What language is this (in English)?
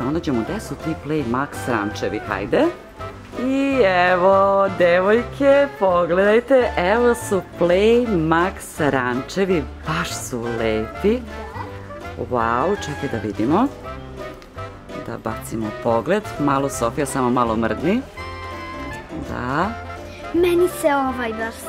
Serbian